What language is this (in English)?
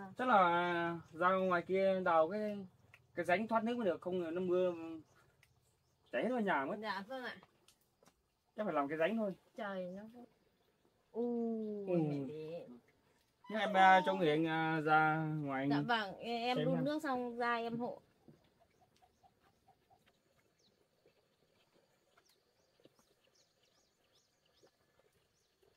Vietnamese